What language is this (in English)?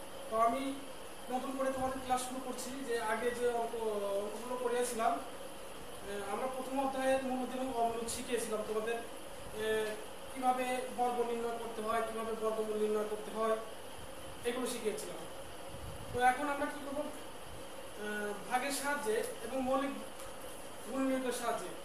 Bangla